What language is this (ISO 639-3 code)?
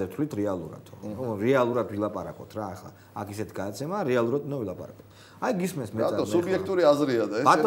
kat